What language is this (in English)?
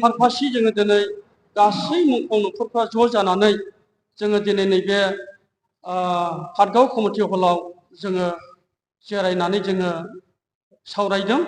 Bodo